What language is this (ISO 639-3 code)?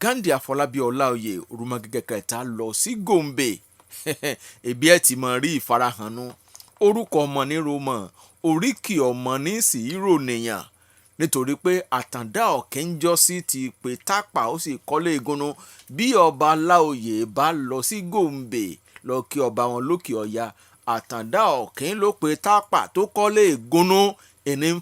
yor